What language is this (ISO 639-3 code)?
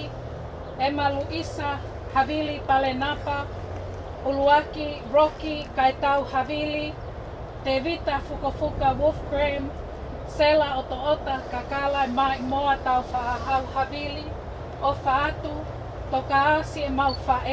ton